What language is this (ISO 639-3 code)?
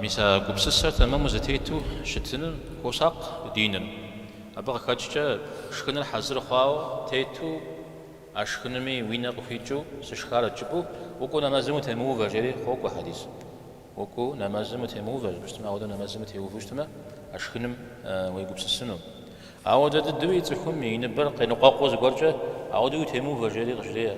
kbd